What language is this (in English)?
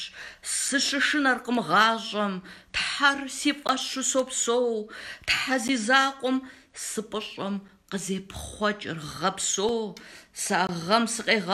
Kabardian